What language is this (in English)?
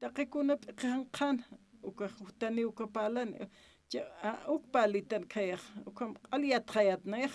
Aymara